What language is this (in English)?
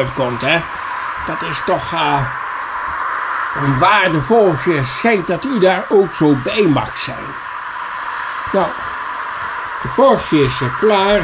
Dutch